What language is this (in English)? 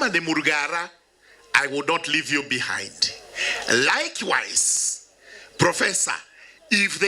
Meru